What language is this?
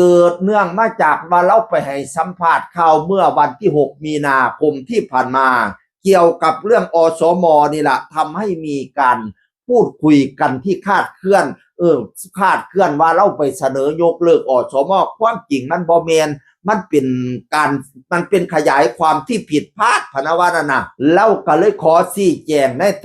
Northeastern Thai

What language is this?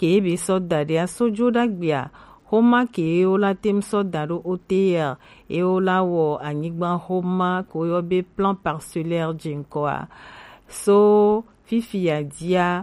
Gen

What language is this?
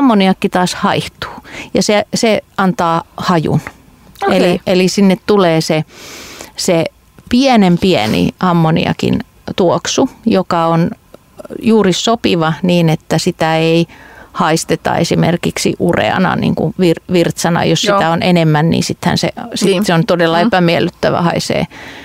Finnish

